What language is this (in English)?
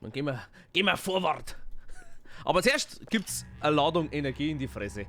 Bavarian